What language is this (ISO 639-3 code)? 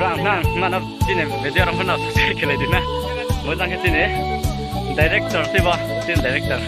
ria